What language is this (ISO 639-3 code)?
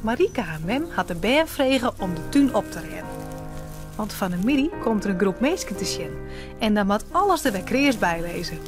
fry